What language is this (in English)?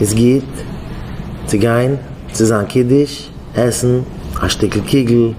Yiddish